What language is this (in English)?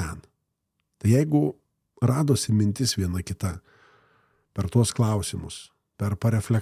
Lithuanian